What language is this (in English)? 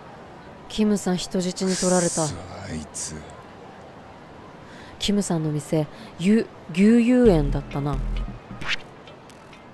Japanese